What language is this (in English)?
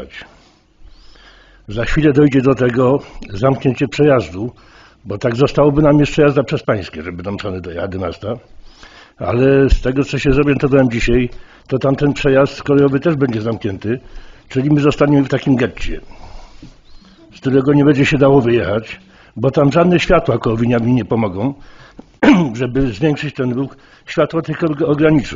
Polish